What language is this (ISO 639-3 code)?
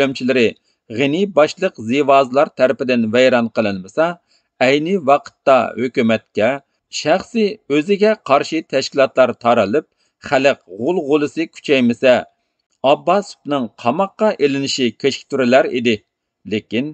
uig